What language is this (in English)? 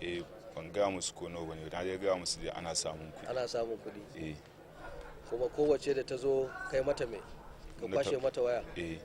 Hausa